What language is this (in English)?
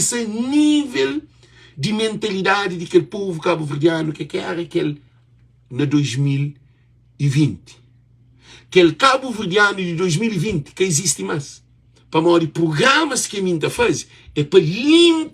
Kabuverdianu